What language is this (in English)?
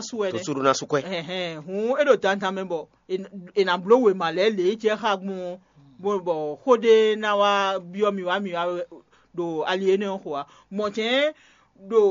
Fon